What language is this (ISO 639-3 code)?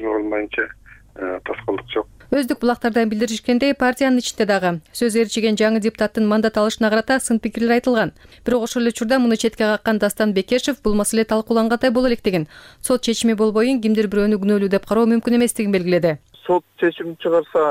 kir